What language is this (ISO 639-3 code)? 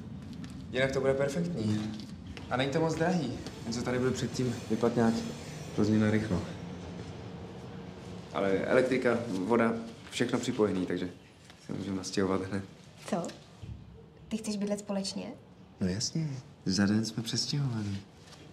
ces